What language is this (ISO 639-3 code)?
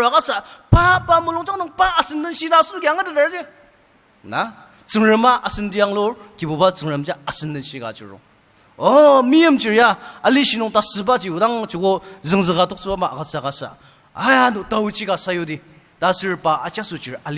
njo